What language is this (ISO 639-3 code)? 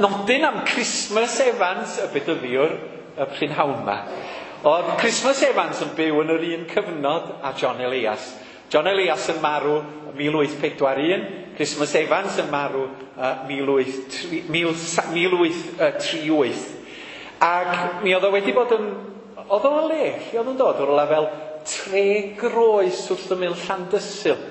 cym